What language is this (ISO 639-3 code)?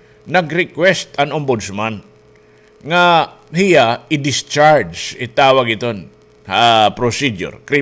war